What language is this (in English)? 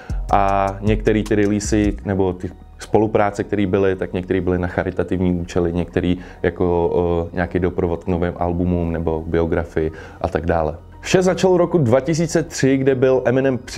Czech